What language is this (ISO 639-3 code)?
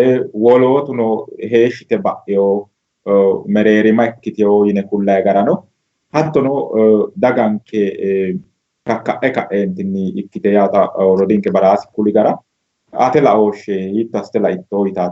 sid